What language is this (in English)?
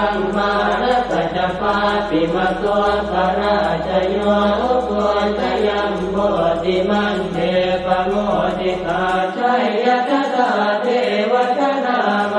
Pali